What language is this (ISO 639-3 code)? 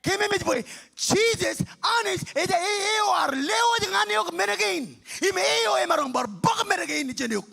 mah